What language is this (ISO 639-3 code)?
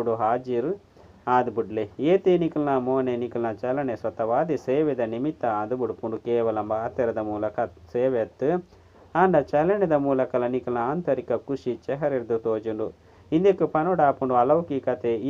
tcy